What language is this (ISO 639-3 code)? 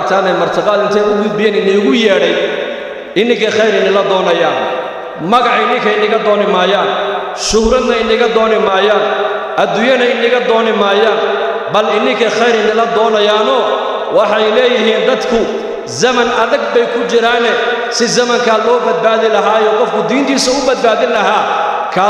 som